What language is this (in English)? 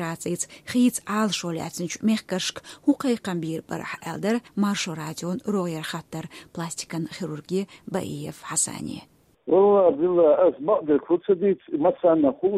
Chechen